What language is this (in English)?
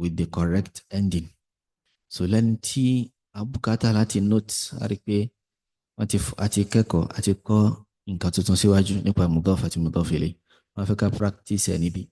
Yoruba